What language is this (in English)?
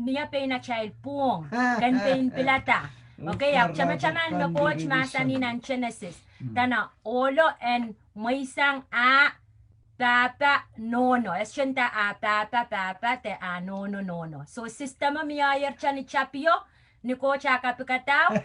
Pohnpeian